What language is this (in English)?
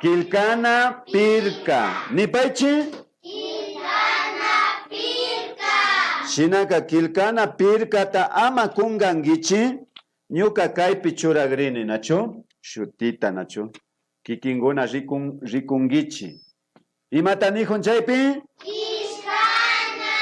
Imbabura Highland Quichua